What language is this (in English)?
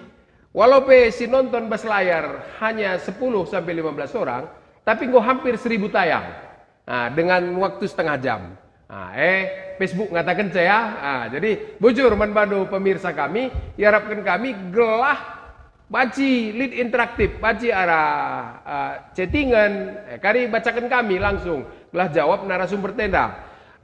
Batak Karo